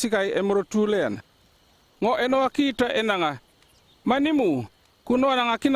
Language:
North Efate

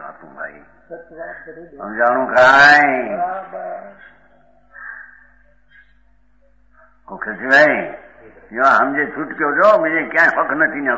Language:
Gujarati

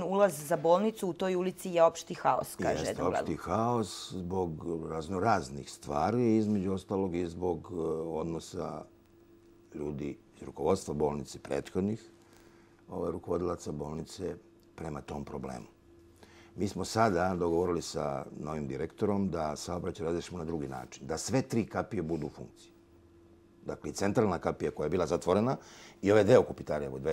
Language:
Serbian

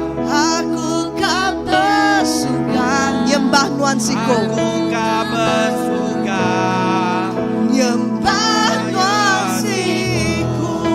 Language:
Iban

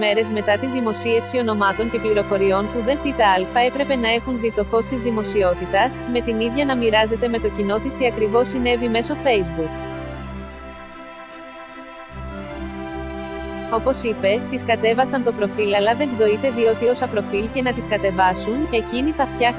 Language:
Greek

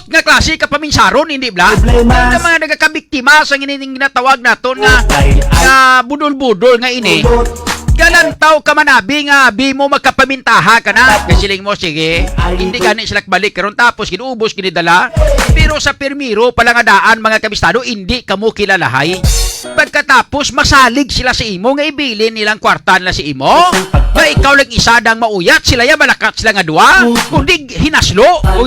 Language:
Hiligaynon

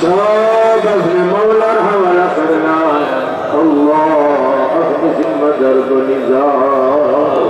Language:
Sylheti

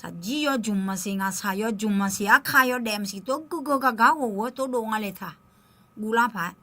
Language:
Akha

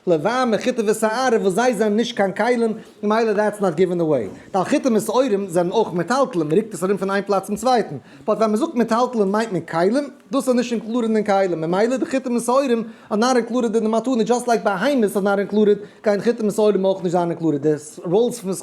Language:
Yiddish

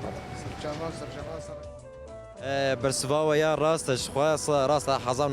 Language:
Kurdish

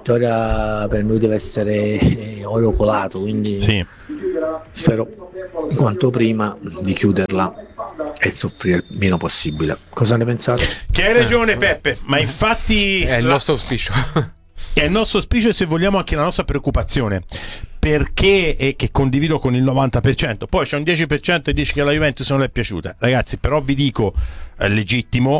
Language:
Italian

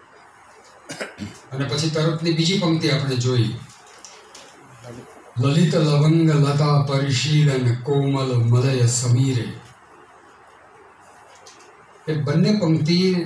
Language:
Gujarati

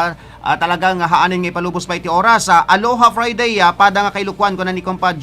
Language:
Iloko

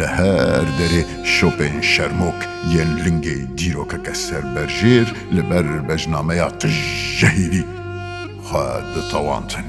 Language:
Kurdish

